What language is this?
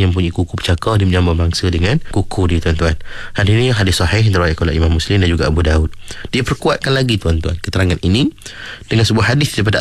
Malay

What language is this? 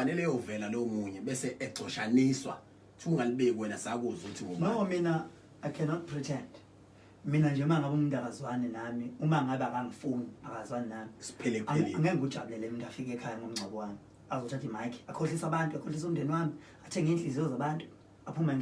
Zulu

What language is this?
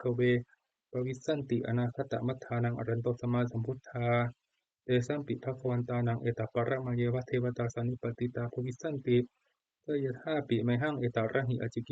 Pali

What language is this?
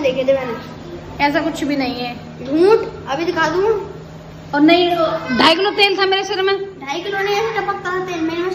Hindi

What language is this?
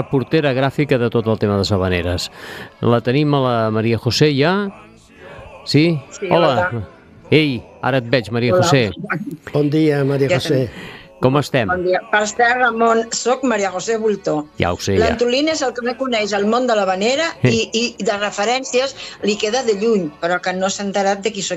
Catalan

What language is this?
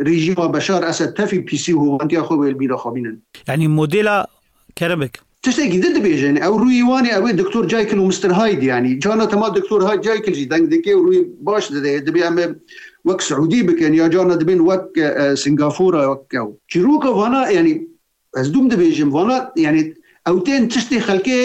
Kurdish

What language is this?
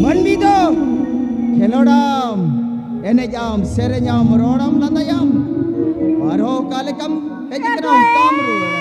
Santali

